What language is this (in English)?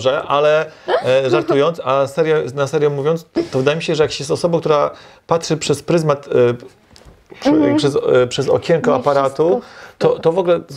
Polish